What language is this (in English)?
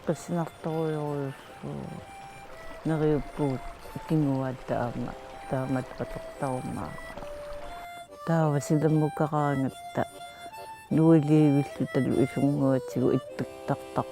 Kalaallisut